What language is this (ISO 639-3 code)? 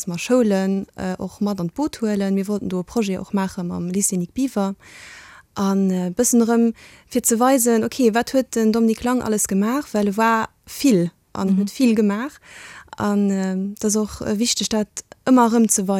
ltz